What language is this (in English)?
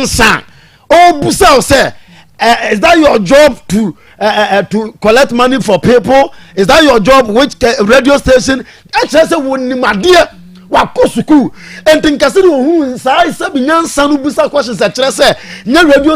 Akan